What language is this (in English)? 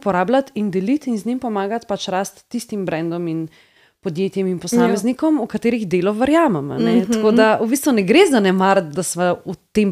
Slovenian